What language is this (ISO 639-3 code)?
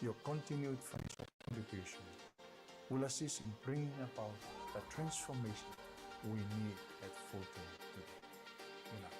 gil